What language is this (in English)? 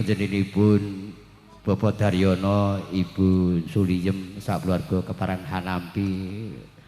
Javanese